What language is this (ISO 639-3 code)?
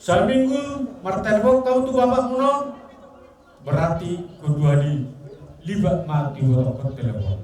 bbc